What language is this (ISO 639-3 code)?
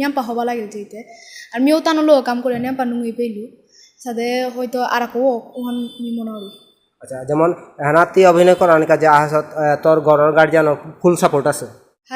bpy